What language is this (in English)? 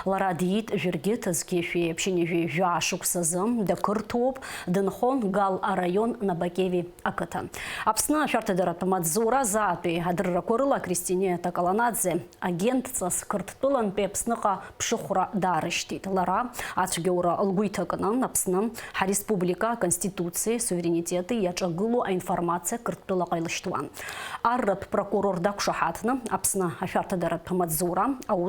Abkhazian